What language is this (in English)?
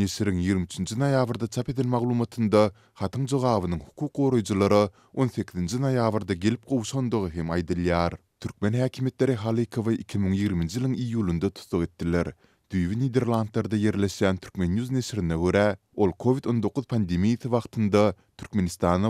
Turkmen